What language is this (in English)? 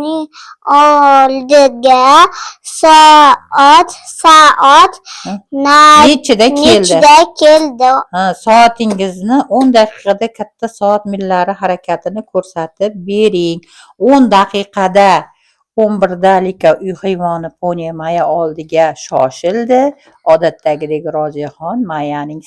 Uzbek